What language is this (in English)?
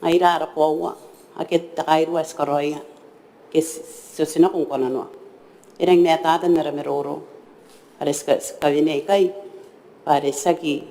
Gilbertese